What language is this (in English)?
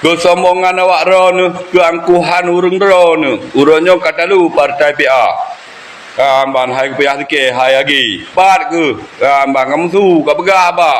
Achinese